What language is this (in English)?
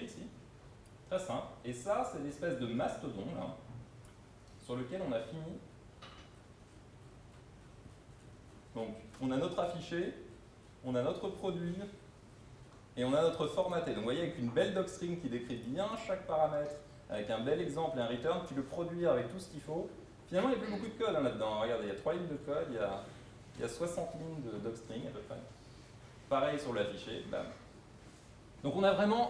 French